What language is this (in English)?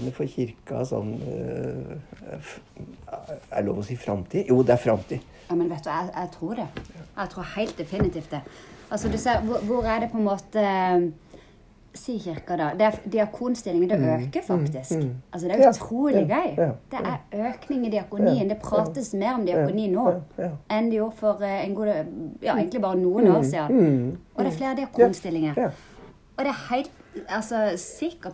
Norwegian